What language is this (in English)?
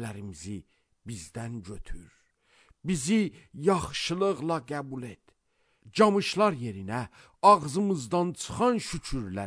Azerbaijani